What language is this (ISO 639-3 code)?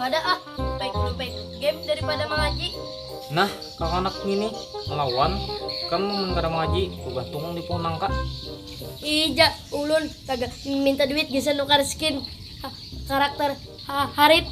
bjn